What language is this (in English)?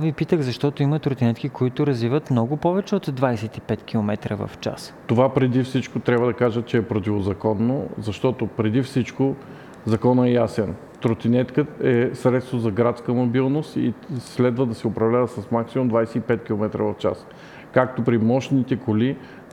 Bulgarian